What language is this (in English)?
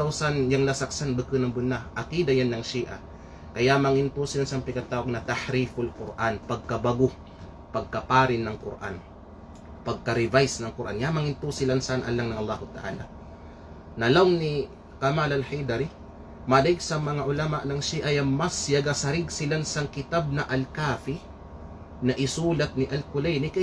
Kalagan